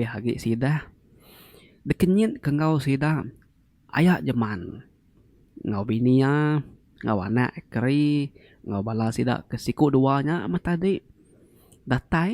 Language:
Iban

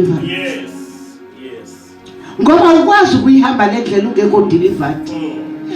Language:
Zulu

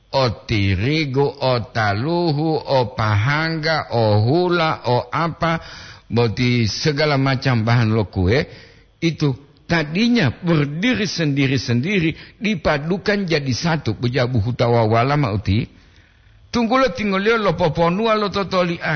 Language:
Gorontalo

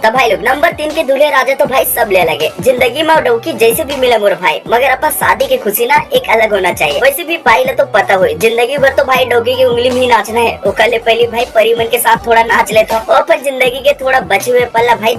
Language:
Chhattisgarhi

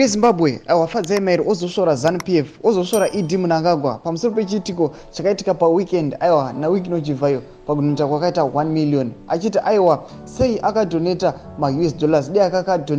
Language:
Shona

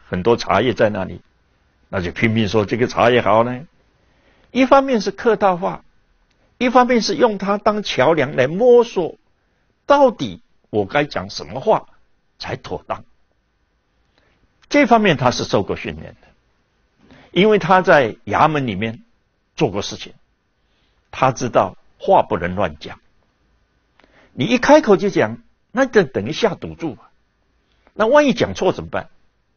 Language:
Chinese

